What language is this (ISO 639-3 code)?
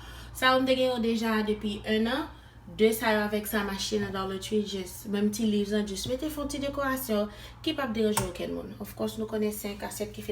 hat